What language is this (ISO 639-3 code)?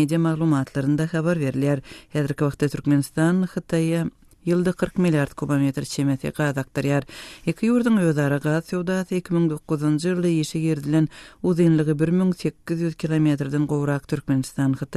tuk